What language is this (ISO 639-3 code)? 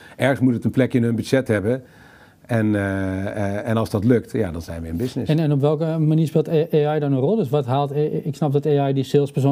nld